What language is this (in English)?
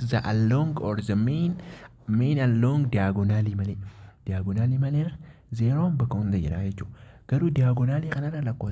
Oromo